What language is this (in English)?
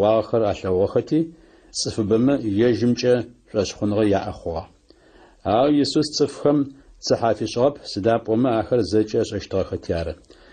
Adyghe